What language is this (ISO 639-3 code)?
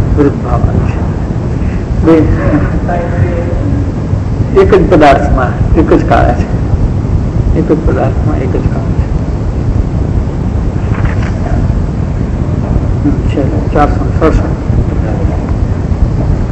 guj